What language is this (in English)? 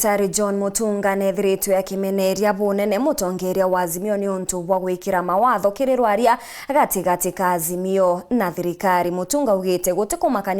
Meru